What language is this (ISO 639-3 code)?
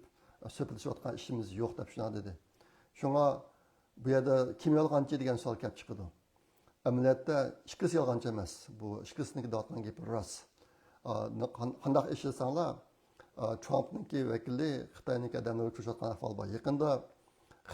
uig